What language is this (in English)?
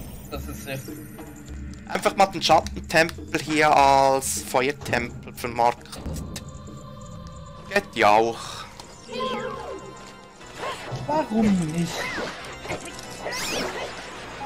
German